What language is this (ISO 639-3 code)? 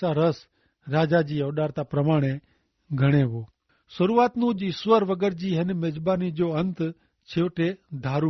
kfr